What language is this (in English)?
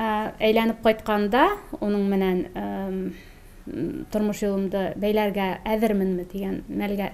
Tatar